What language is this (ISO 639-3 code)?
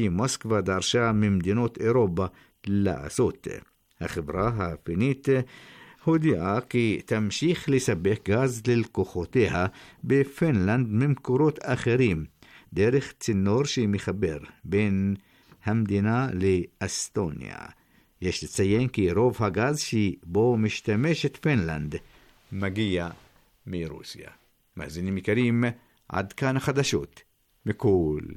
heb